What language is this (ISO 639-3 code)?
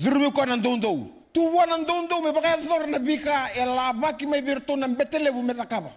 fij